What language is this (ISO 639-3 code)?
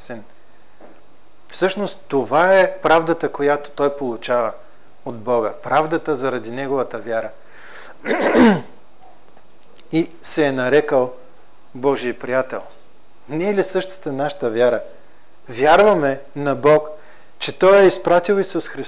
bul